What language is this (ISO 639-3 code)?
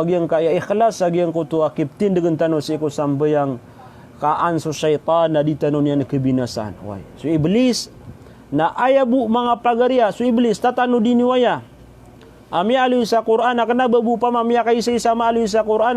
mrw